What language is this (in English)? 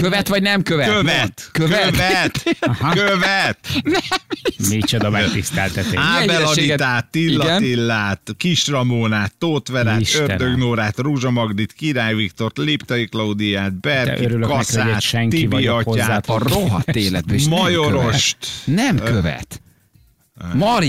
Hungarian